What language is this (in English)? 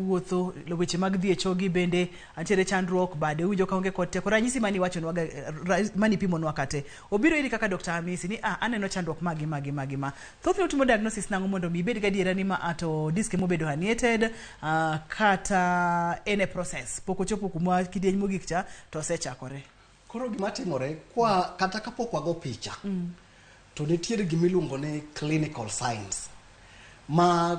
Luo (Kenya and Tanzania)